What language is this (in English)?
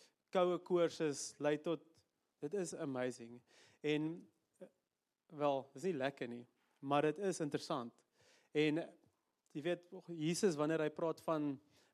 Afrikaans